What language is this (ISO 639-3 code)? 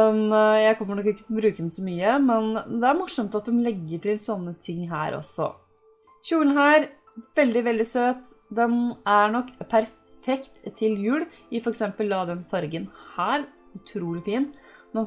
nor